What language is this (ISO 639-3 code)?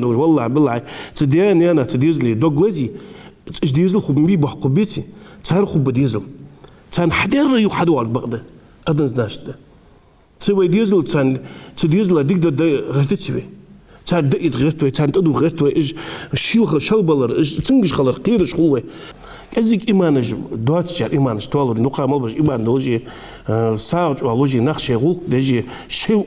inh